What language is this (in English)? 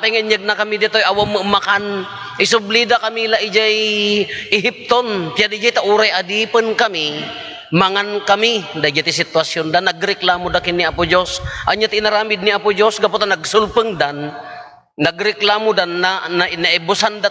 Iloko